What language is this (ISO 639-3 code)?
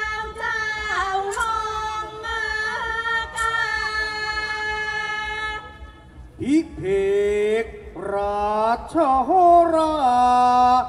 tha